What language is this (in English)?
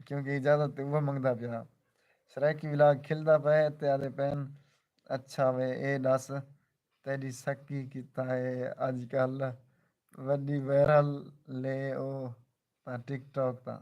Saraiki